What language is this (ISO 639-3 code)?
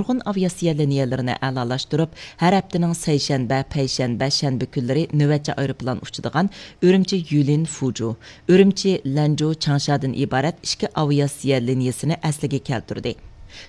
uig